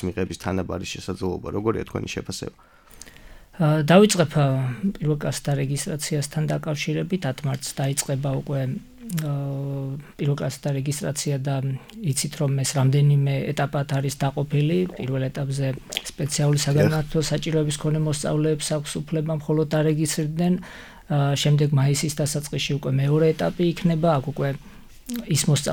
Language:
Georgian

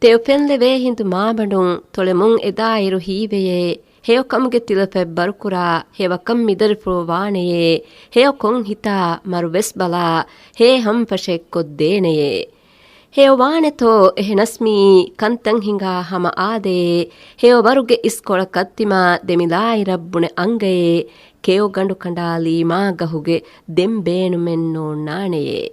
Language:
Divehi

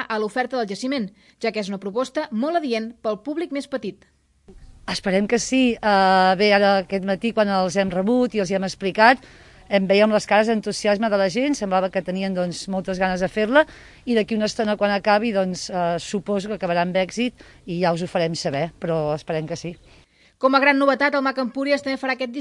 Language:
Catalan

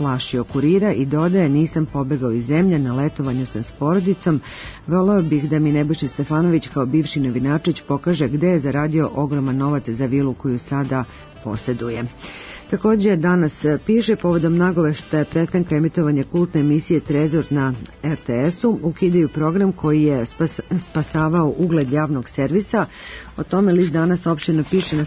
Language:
Serbian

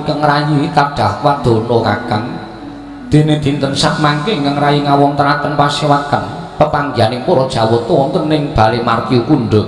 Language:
Javanese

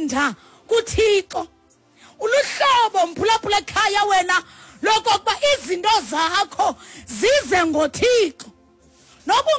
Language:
Xhosa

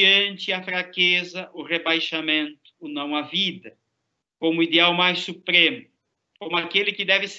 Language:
Portuguese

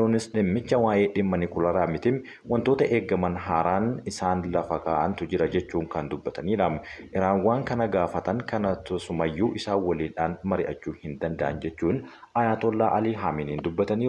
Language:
Oromo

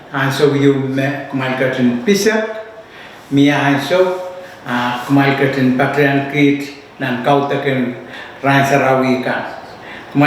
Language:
Pohnpeian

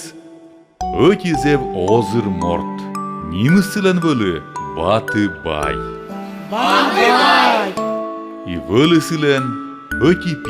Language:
Komi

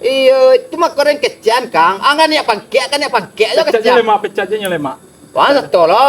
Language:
Minangkabau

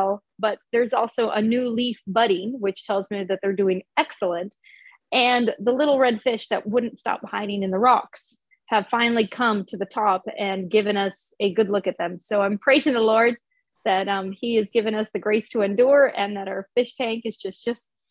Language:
English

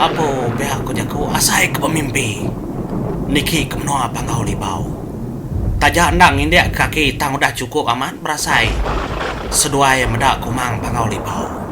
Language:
Iban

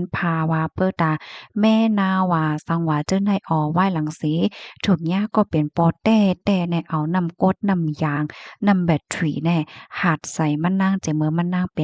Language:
Shan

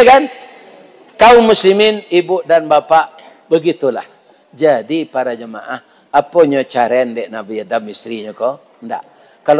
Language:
Minangkabau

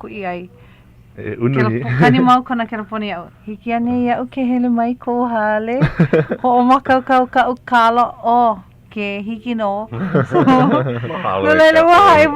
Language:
Hawaiian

